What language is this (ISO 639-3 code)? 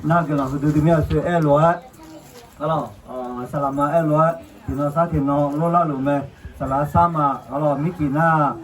ahk